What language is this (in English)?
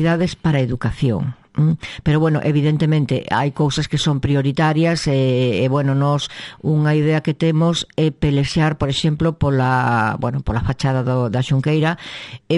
Galician